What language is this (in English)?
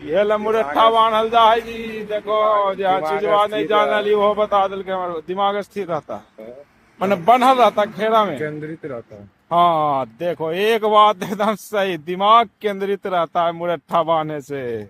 Magahi